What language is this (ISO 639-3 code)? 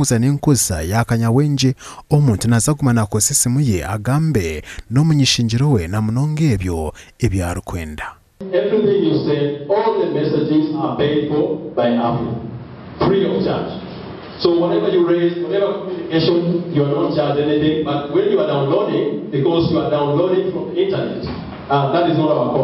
nyn